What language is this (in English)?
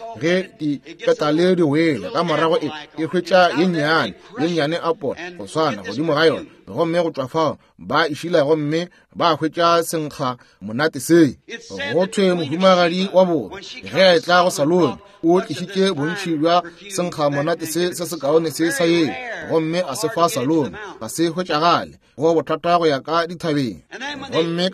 Northern Sotho